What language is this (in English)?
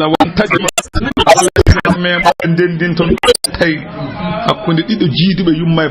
Fula